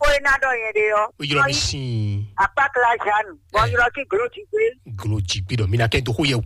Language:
Fon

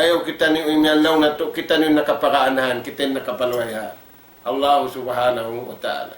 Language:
Tausug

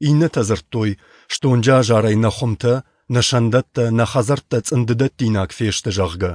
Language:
Ossetic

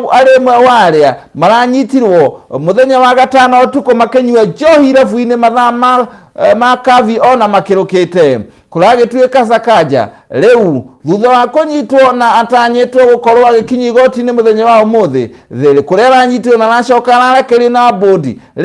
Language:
Kikuyu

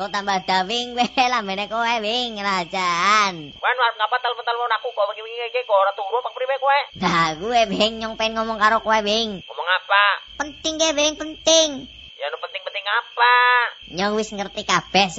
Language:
Javanese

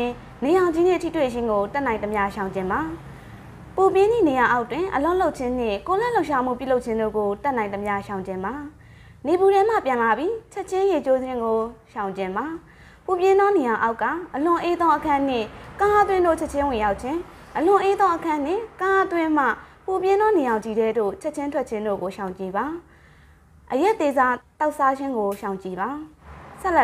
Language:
Burmese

